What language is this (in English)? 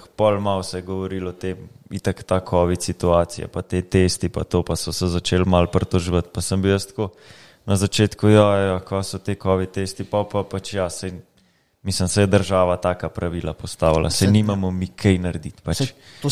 Slovenian